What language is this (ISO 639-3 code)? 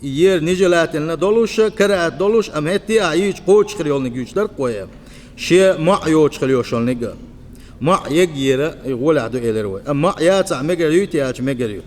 che